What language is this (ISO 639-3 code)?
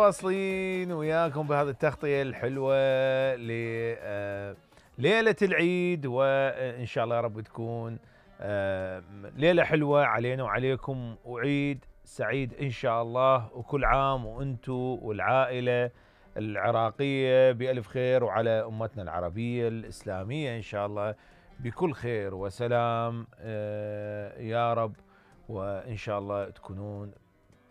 acm